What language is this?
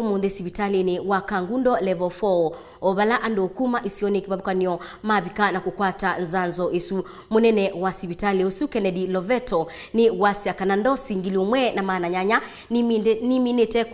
Kamba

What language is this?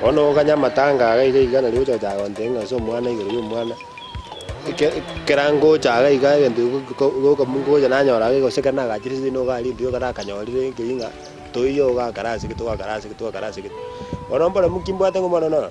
Gusii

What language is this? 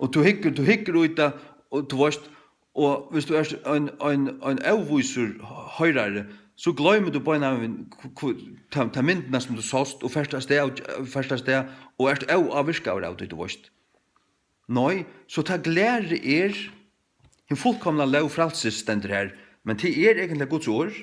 Faroese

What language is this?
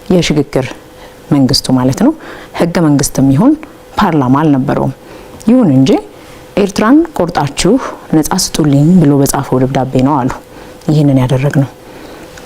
Amharic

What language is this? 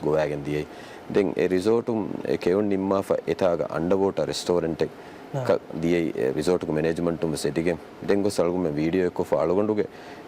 Divehi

